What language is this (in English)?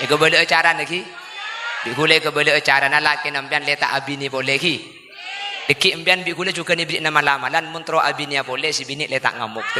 Madurese